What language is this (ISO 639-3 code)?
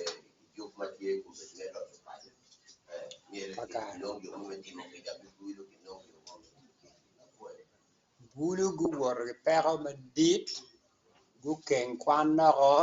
ach